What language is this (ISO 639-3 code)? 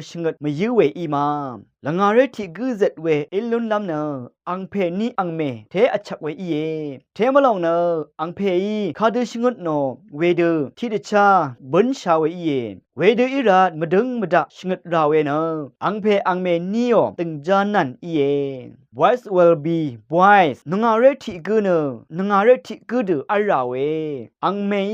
raw